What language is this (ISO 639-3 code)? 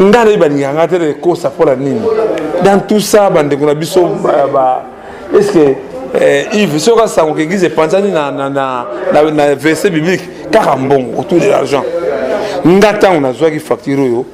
lin